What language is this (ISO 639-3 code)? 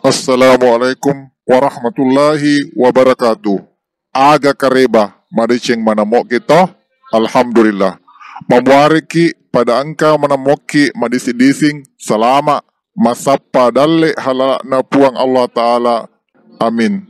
bug